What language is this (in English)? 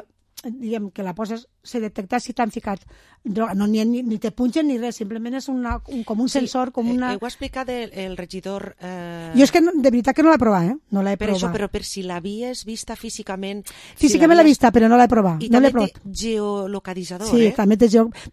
Catalan